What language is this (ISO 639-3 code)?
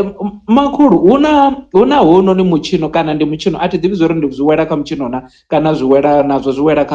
ven